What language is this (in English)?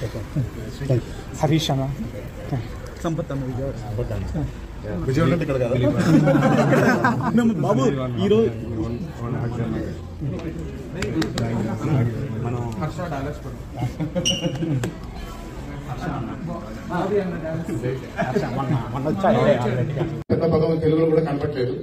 Telugu